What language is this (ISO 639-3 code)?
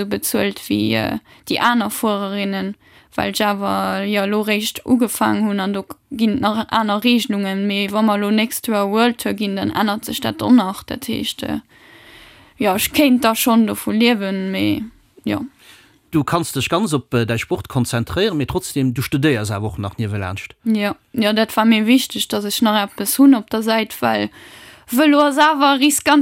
ltz